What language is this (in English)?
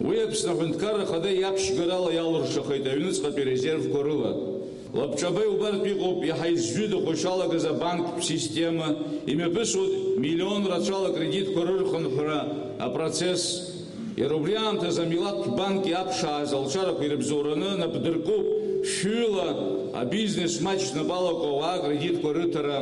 Abkhazian